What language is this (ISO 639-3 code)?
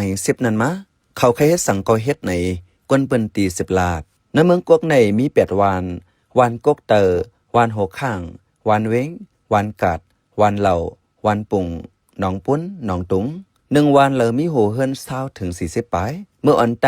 shn